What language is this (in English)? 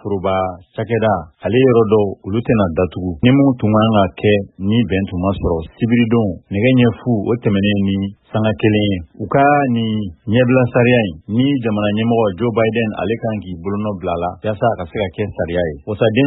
Bambara